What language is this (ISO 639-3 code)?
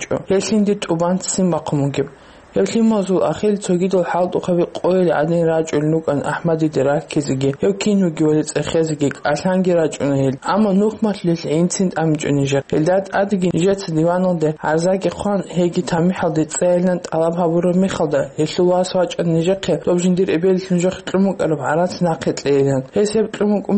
ava